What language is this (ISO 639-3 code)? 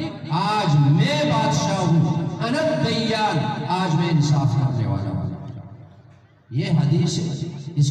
bgp